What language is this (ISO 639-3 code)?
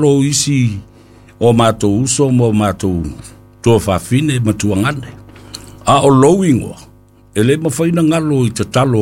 smo